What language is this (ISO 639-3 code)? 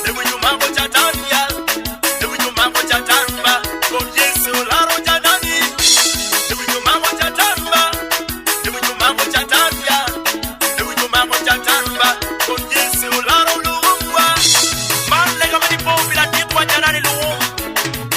ach